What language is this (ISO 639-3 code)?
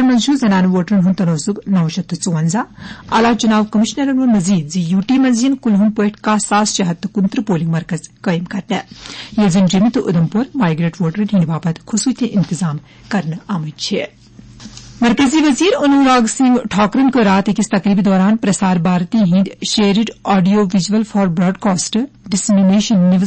kas